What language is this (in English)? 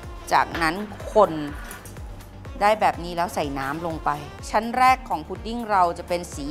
Thai